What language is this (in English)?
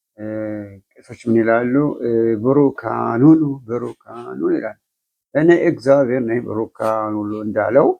Amharic